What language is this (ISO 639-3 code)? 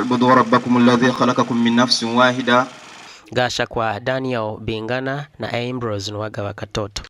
nyn